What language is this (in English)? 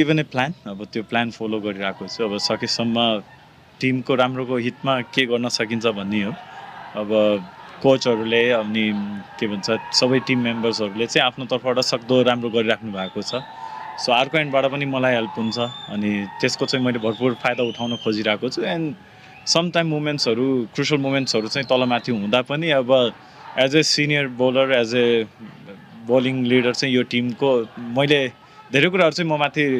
Nepali